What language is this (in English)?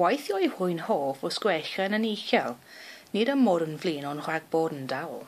Welsh